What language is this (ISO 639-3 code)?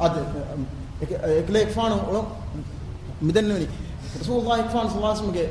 div